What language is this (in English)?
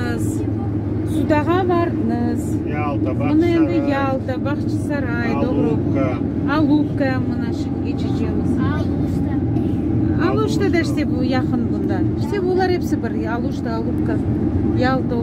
Crimean Tatar